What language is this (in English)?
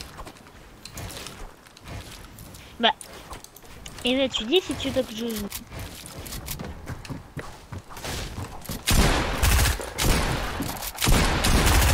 French